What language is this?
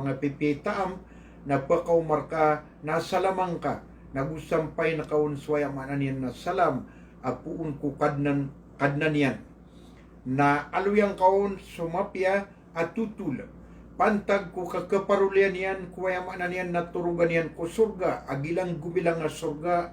Maranao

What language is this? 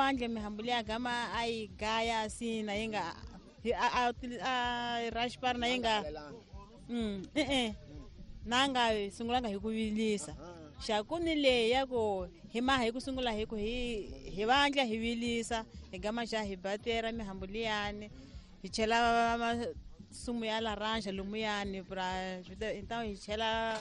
Tsonga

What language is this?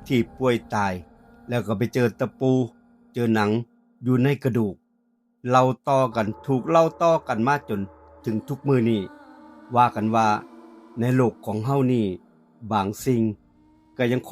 Northeastern Thai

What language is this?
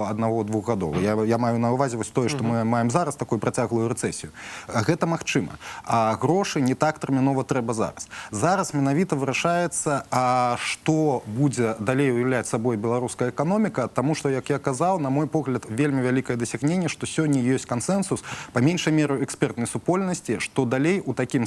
Belarusian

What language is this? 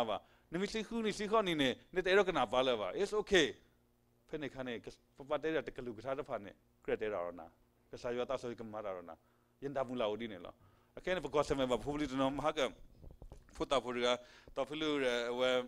S'gaw Karen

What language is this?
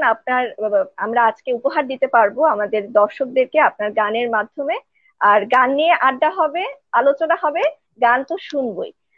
Bangla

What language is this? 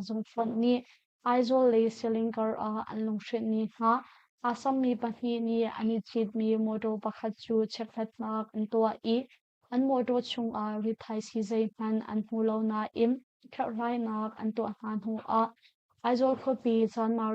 Hakha Chin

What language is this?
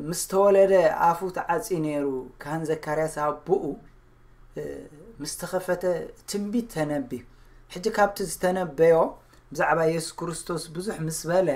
Tigrinya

